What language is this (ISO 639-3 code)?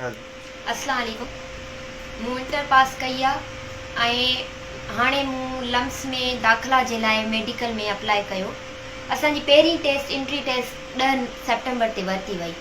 snd